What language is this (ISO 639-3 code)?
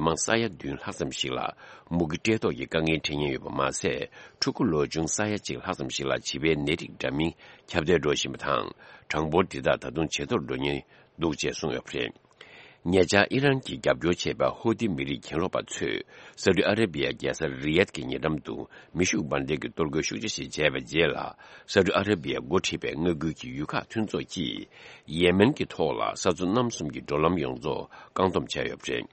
bod